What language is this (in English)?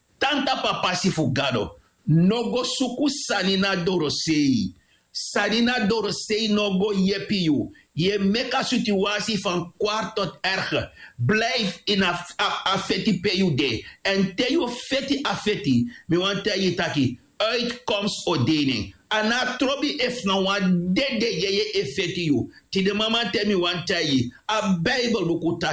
Sranan Tongo